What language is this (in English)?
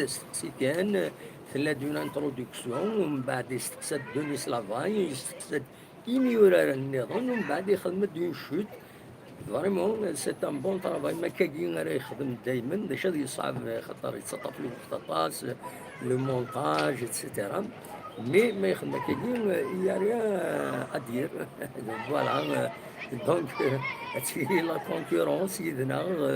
Kabyle